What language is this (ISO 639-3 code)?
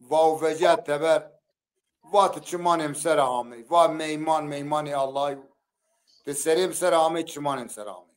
zza